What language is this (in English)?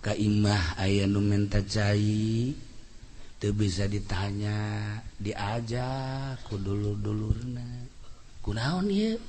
Sundanese